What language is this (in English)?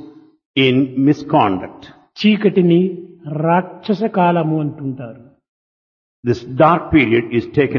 Telugu